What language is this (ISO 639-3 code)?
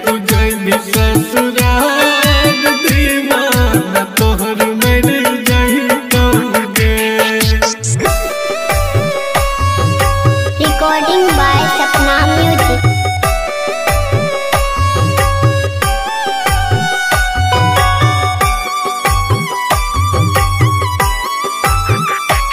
bho